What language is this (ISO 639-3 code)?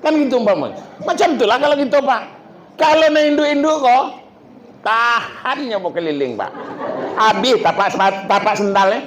min